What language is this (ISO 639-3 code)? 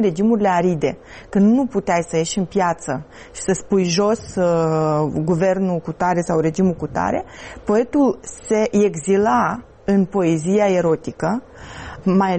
ron